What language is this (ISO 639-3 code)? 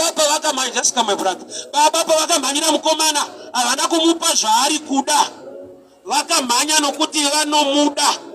sna